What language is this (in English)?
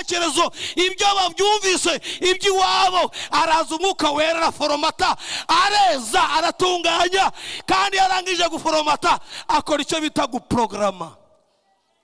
Kinyarwanda